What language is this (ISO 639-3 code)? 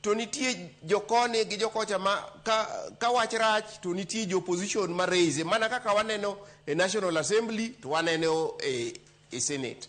luo